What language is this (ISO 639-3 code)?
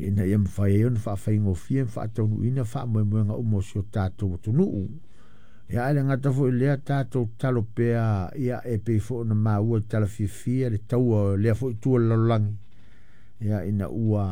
smo